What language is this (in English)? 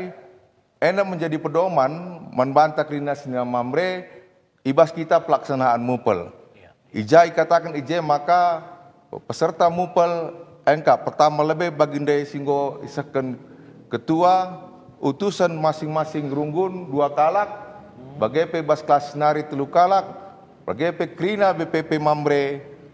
Batak Karo